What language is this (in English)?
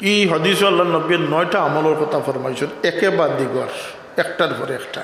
Sylheti